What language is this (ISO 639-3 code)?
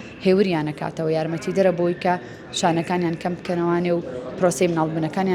ckb